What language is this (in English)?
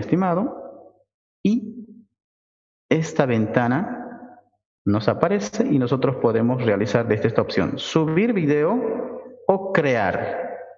Spanish